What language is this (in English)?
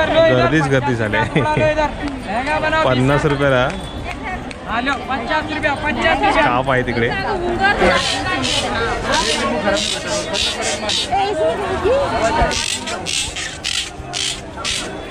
Marathi